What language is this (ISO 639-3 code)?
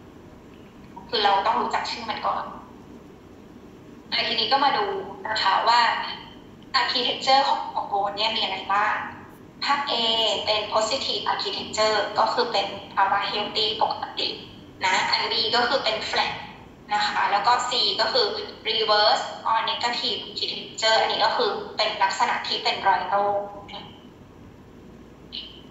tha